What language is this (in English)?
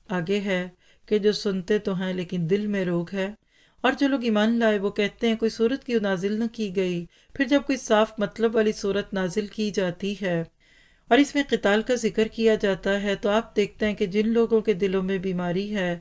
Urdu